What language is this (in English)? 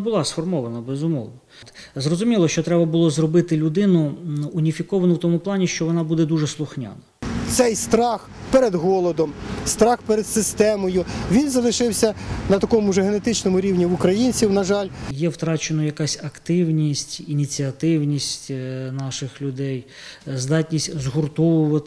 Ukrainian